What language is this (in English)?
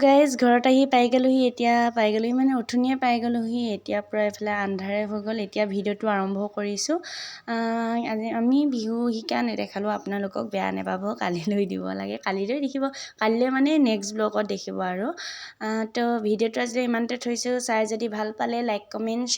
Assamese